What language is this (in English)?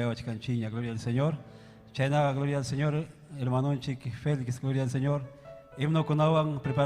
Ayacucho Quechua